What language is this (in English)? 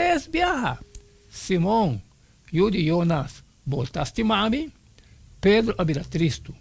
Papiamento